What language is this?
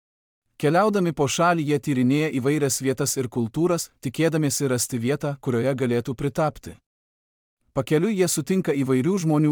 Lithuanian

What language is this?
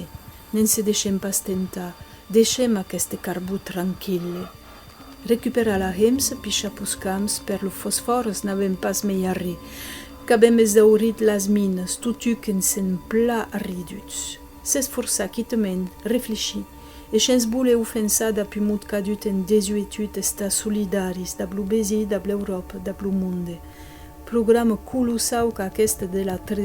Occitan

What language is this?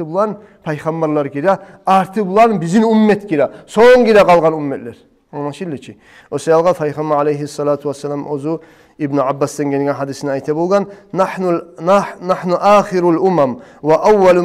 Kumyk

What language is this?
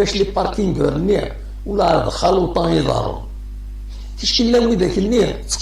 Kabyle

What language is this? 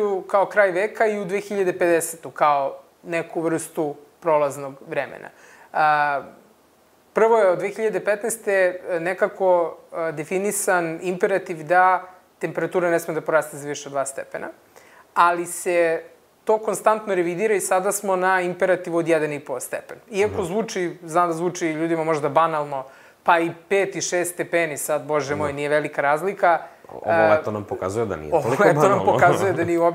Serbian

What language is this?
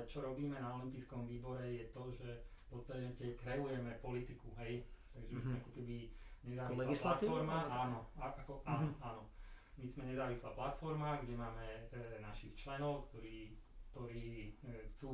Slovak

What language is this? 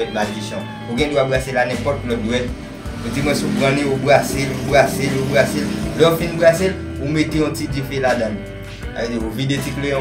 Haitian Creole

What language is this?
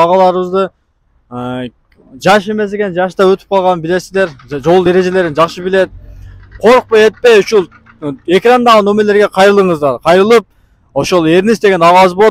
Kyrgyz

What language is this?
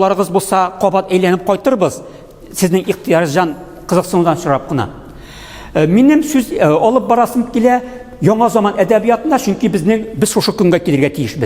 Tatar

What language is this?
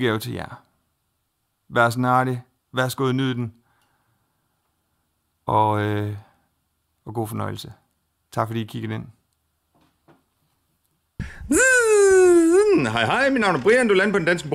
Danish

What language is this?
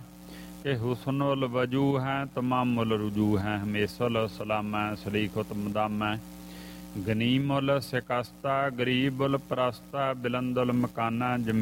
Punjabi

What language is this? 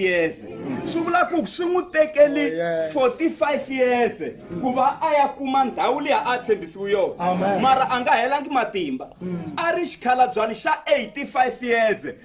Tsonga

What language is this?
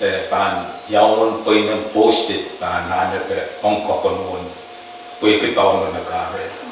Pohnpeian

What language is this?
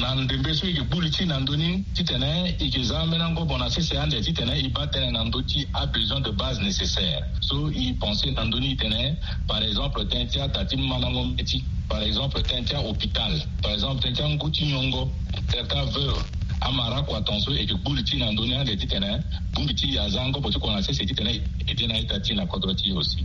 Sango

